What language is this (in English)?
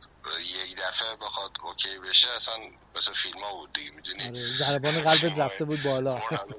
Persian